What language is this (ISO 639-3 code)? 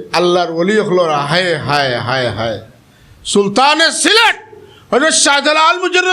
syl